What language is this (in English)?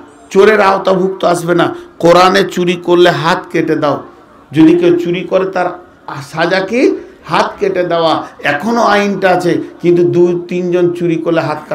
Bangla